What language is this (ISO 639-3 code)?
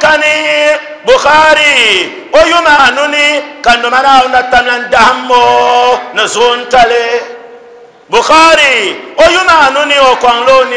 dag